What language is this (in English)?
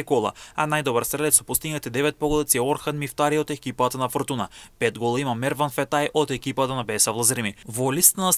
Macedonian